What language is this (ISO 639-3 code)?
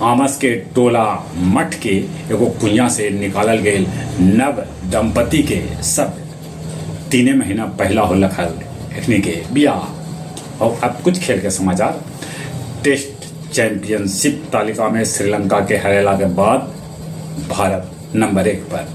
mag